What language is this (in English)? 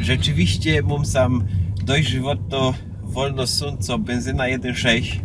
Silesian